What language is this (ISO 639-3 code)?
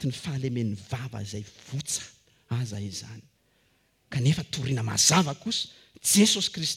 mlg